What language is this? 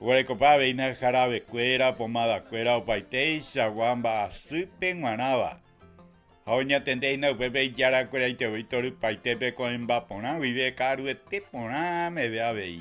Guarani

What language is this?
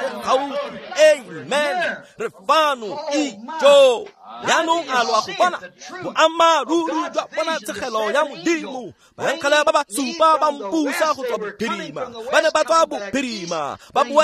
Tswana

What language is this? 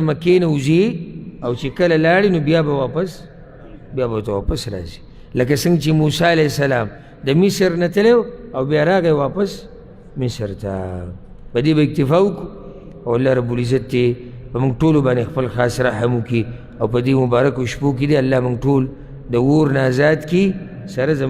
Pashto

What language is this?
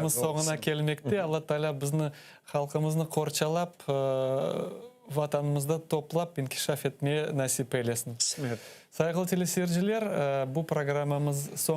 Crimean Tatar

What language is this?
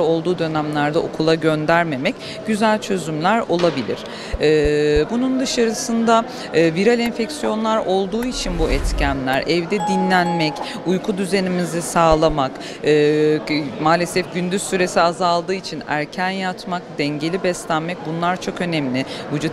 Turkish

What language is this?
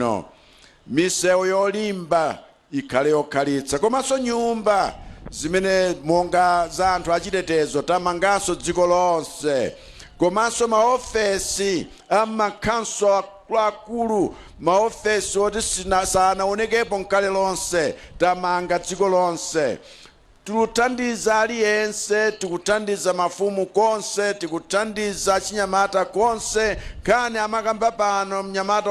Nyanja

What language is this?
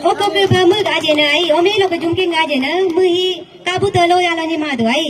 Galo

